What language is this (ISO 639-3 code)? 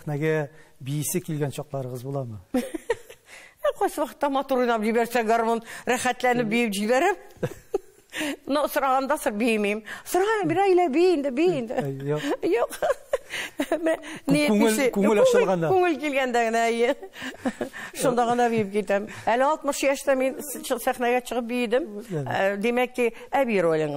tat